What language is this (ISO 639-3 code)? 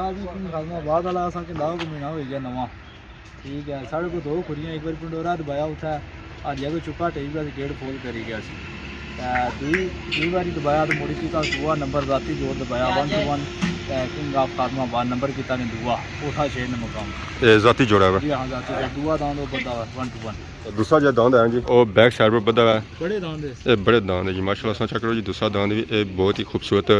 phr